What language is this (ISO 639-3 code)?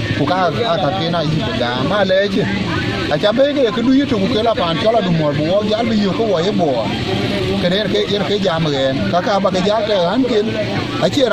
din